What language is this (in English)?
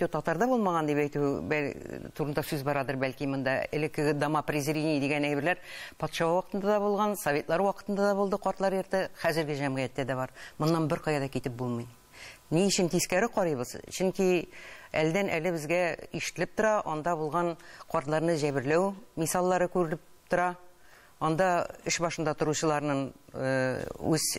Tatar